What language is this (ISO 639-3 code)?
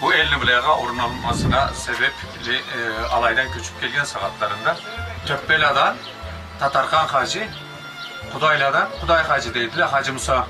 krc